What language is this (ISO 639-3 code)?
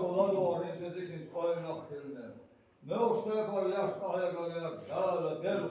inh